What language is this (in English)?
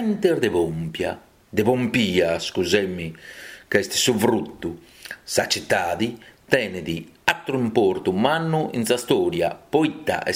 Sardinian